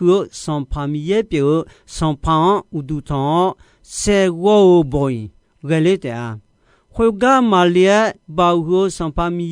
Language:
Akha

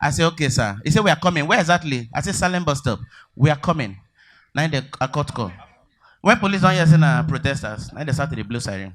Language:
Nigerian Pidgin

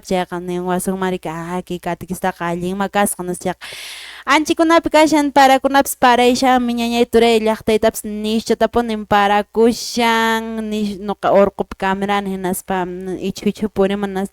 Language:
Quechua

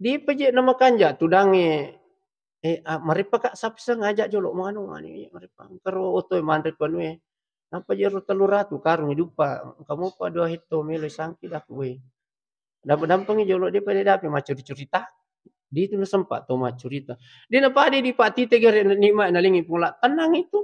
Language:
Buginese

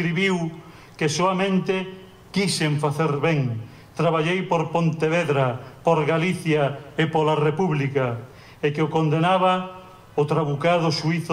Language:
Galician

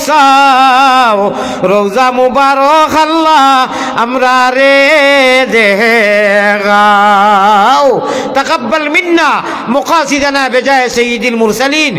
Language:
Sylheti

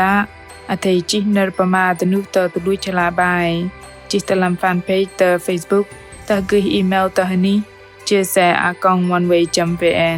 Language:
Bahnar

